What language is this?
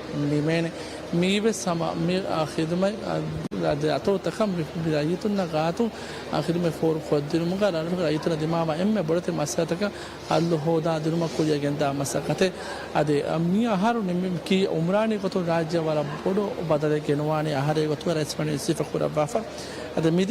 Divehi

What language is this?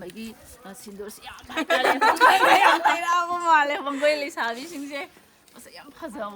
Manipuri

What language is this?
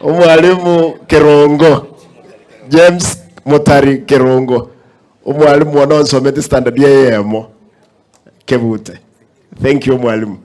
Gusii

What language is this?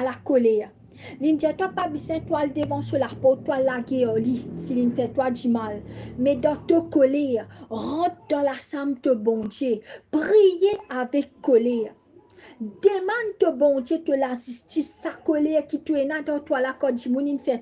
Morisyen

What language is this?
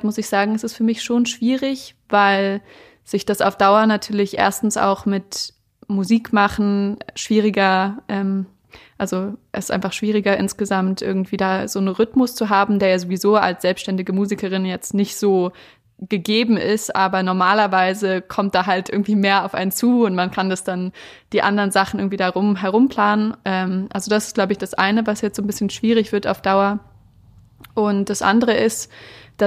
German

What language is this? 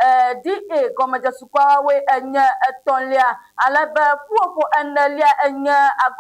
Ewe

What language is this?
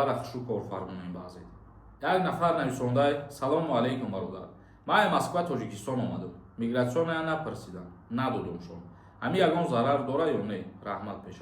Tajik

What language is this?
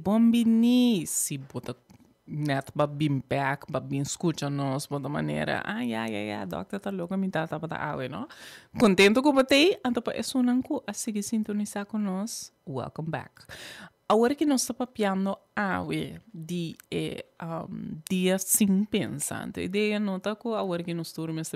Papiamento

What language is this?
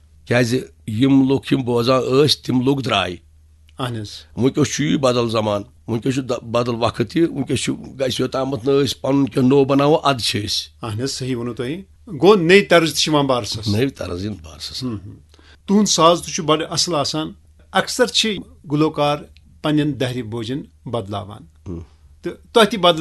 Kashmiri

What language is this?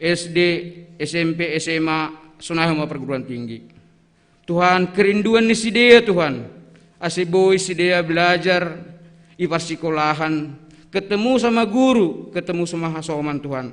Batak Simalungun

